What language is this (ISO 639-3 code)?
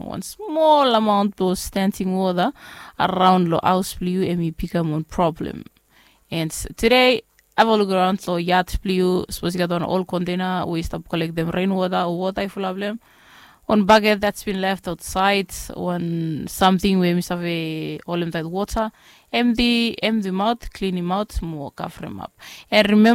bis